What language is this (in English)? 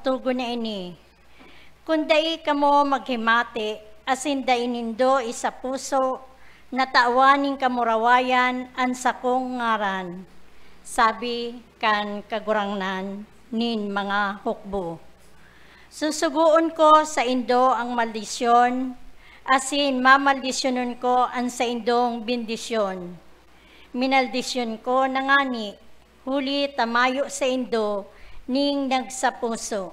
Bikol